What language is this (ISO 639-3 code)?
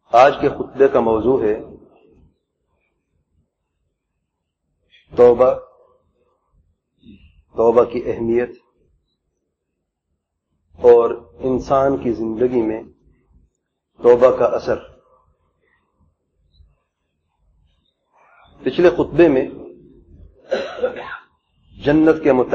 urd